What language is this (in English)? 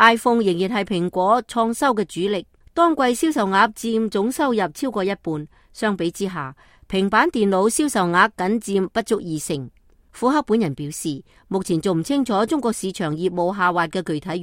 Cantonese